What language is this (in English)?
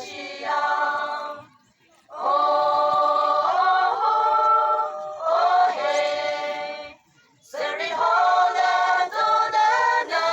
Yimchungru Naga